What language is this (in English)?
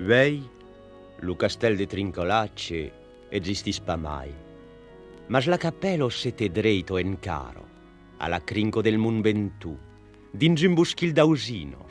Occitan